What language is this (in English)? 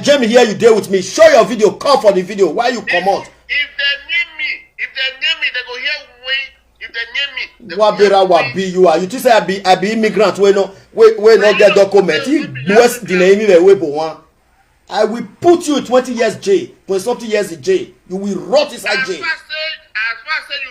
Nigerian Pidgin